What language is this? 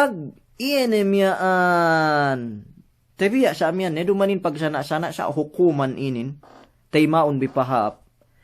Yakan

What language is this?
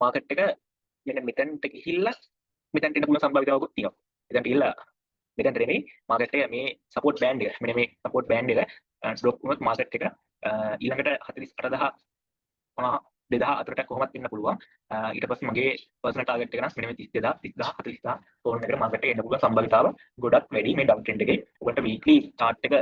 Sinhala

